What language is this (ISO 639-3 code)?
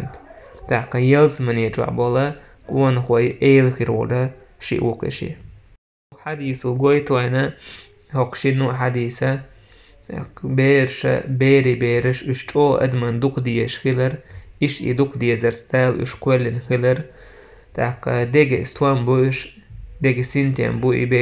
che